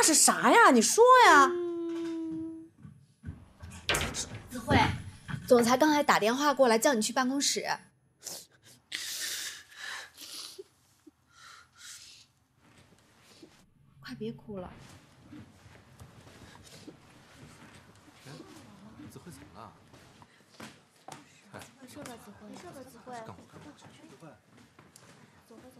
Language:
Chinese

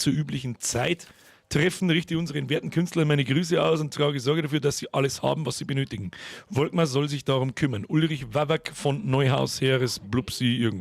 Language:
Bavarian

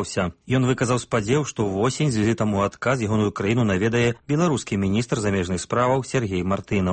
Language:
Belarusian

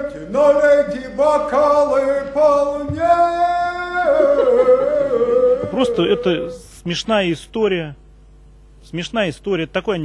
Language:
Russian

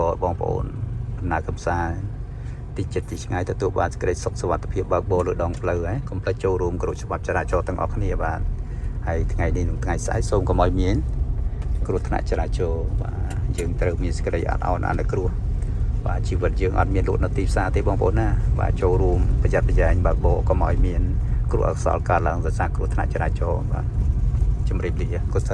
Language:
Khmer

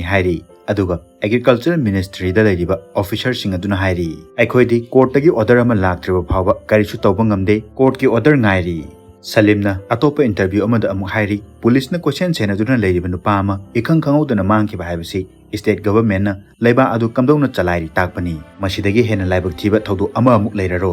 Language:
Manipuri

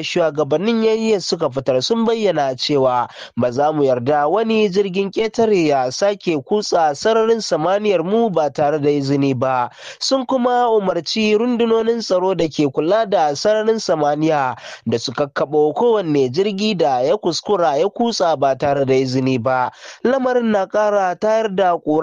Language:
Hausa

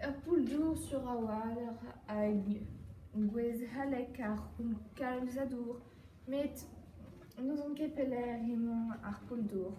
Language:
Breton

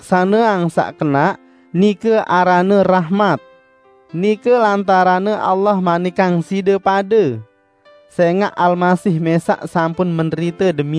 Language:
Sasak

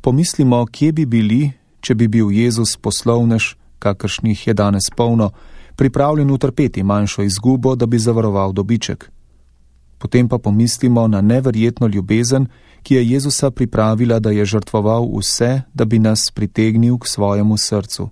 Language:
Slovenian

